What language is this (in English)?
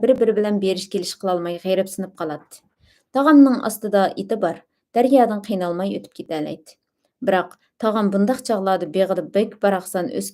Uyghur